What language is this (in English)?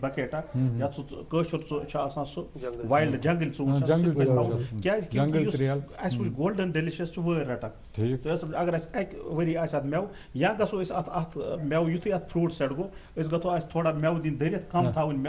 Kashmiri